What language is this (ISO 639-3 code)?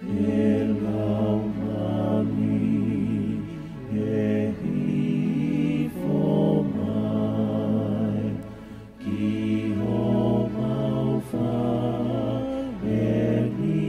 ton